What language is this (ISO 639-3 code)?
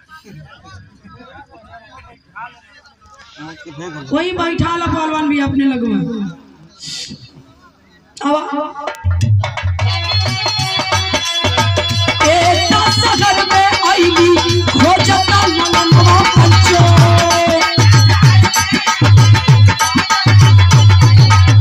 bho